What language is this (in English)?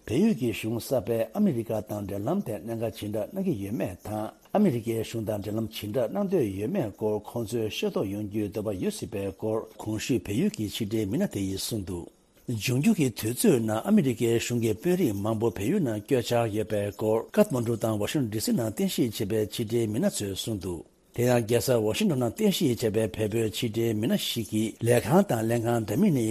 Tibetan